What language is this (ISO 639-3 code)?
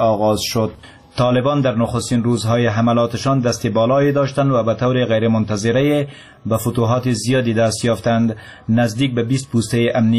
fas